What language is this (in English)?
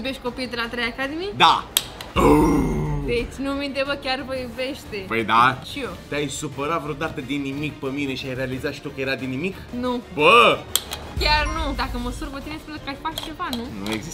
Romanian